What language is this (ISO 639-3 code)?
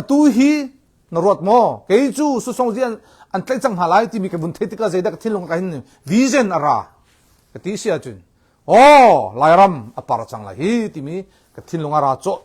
cnh